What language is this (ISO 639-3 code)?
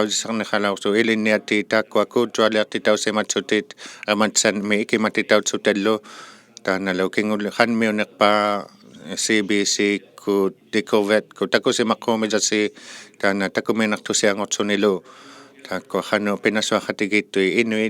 iku